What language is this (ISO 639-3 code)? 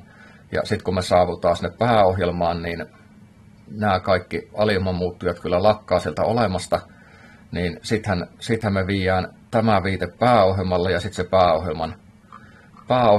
fin